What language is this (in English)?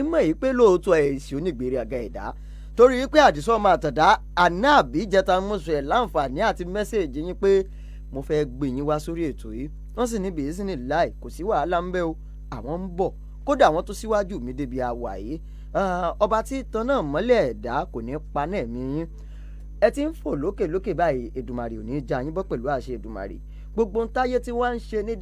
Yoruba